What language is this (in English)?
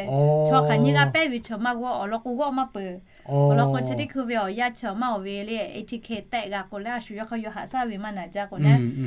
Lahu